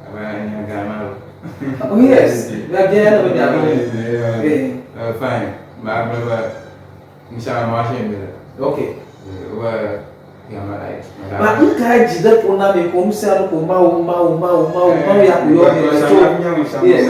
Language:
Ewe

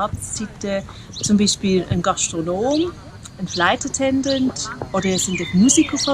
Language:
Swiss German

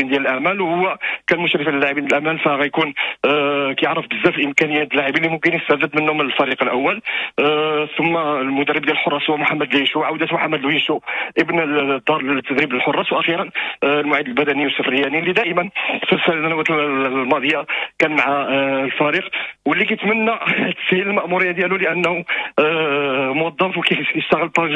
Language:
Moroccan Arabic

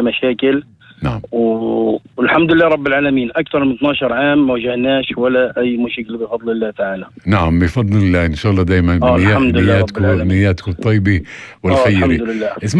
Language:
North Levantine Arabic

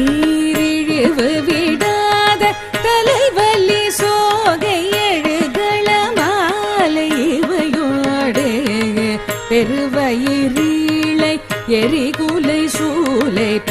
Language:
Tamil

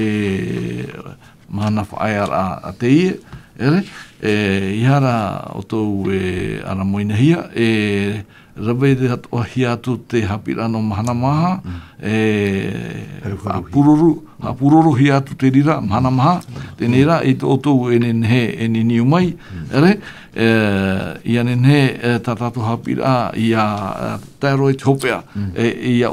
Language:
Tahitian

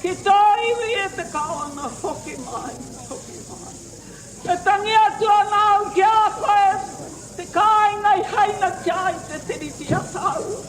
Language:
Māori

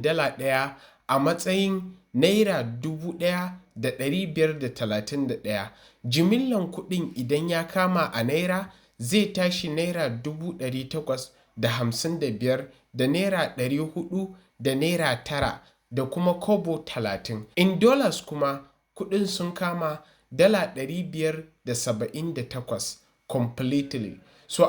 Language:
Hausa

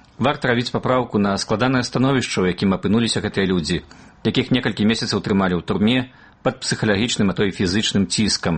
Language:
Belarusian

